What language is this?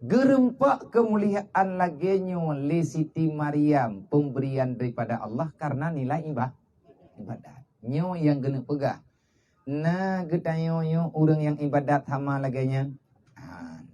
Achinese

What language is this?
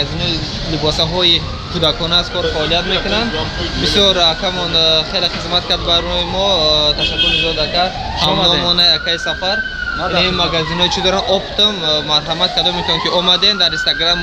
Tajik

